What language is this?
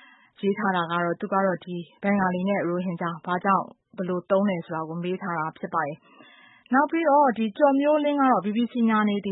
Burmese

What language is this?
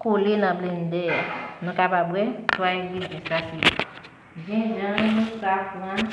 Haitian Creole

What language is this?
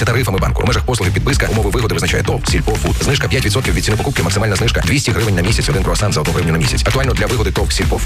Ukrainian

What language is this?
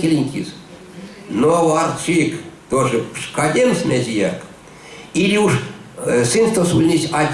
Erzya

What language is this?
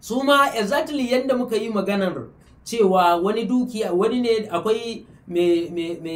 Hausa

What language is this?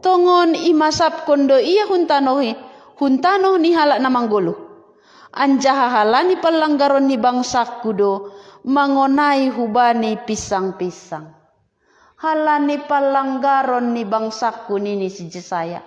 Batak Simalungun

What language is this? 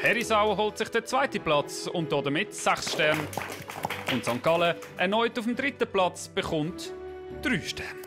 Swiss German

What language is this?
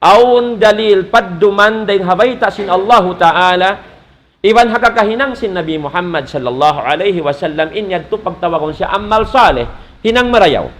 Tausug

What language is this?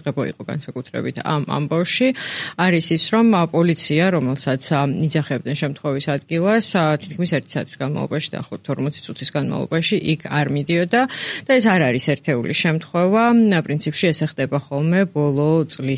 Georgian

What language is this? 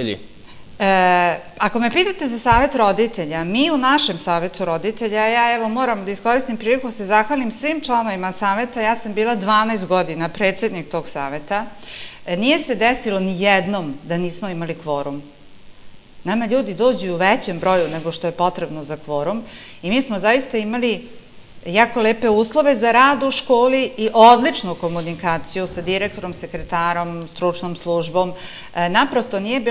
Serbian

